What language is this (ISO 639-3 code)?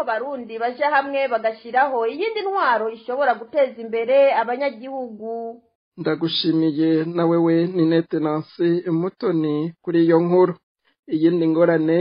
run